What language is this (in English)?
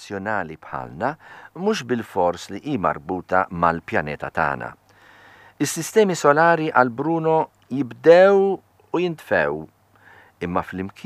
Maltese